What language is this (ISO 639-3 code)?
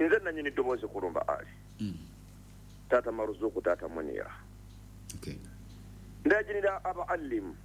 lug